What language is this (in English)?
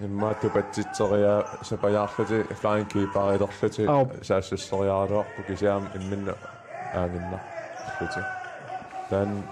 Kalaallisut